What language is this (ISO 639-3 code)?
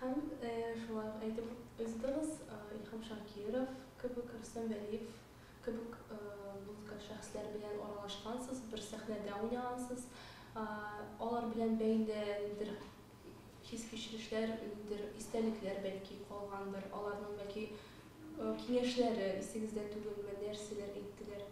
tat